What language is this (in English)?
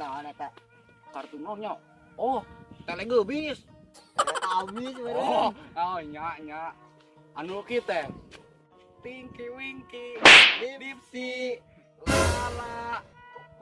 Sundanese